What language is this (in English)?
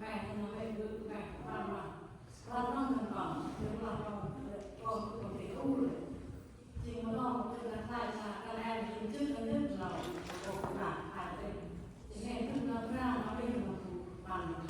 Central Mnong